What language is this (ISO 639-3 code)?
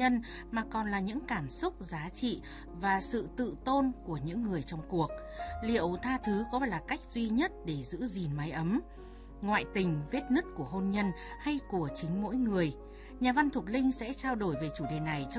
vie